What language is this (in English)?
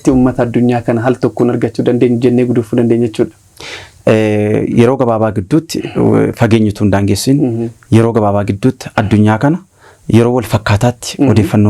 Oromo